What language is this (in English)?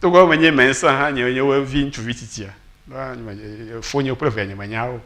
Ewe